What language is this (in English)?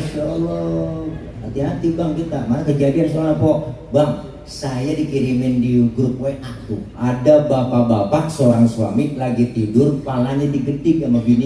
Betawi